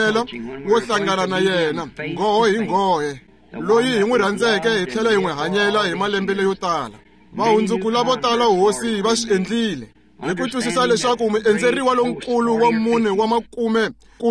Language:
Tsonga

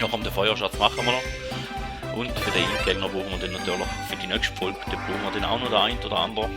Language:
Swiss German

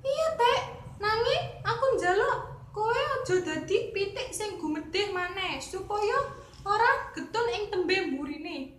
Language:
Javanese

